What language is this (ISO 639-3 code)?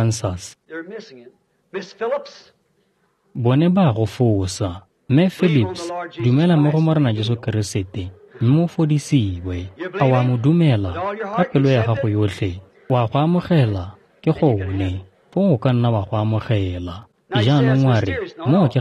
tsn